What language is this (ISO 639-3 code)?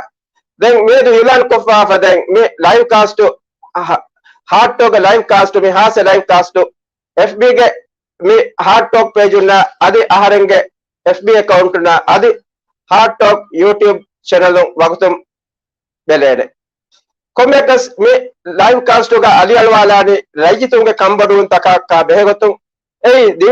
div